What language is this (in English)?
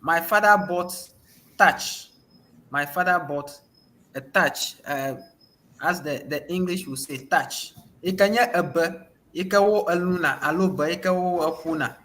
Ewe